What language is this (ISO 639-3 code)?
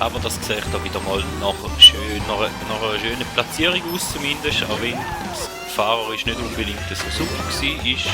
gsw